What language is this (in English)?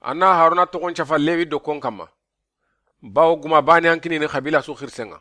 Soninke